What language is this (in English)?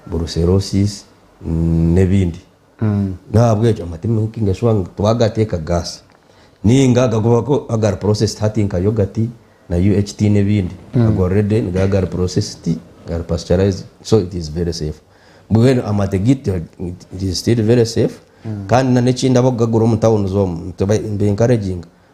Nyankole